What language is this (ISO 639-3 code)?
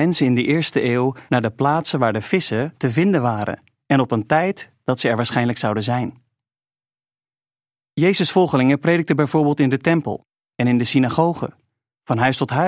nld